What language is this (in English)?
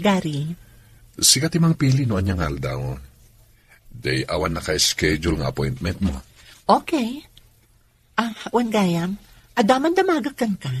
Iloko